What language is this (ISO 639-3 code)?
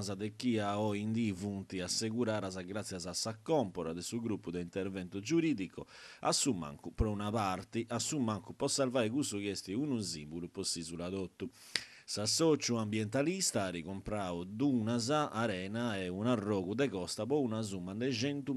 srd